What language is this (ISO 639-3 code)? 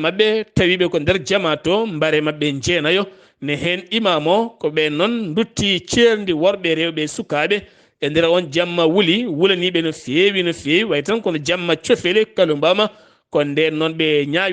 ful